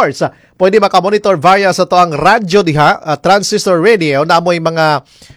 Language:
Cebuano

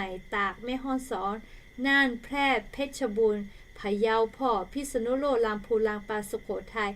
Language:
Lahu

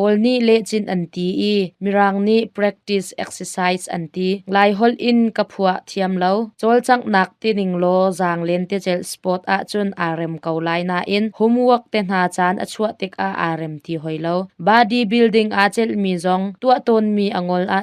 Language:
Hakha Chin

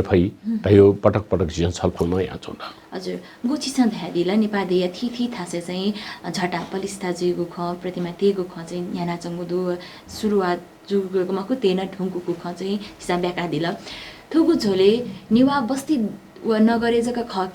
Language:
Newari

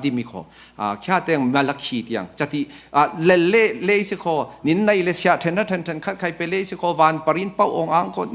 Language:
Falam Chin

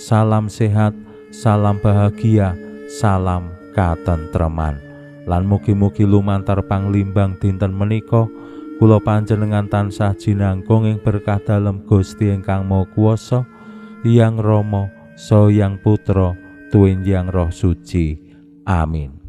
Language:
Javanese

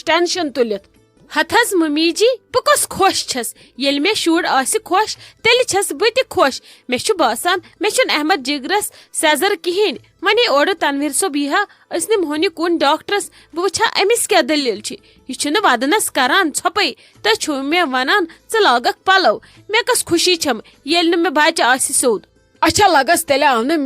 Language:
Kashmiri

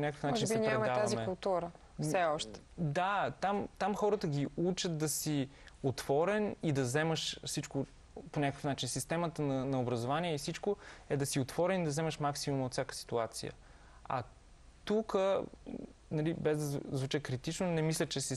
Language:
Bulgarian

